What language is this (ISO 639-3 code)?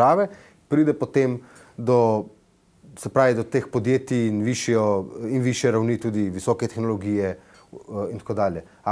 slv